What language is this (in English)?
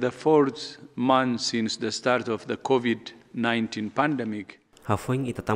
Tetum